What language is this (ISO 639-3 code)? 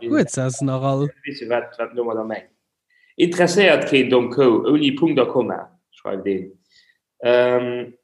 ltz